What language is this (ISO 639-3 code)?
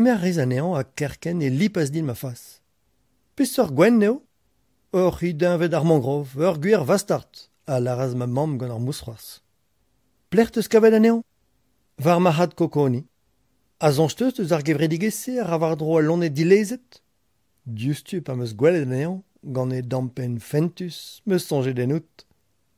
bre